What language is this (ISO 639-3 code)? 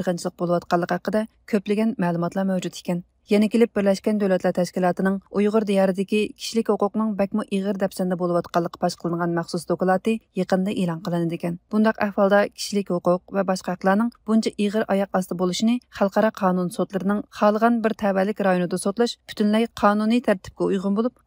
uig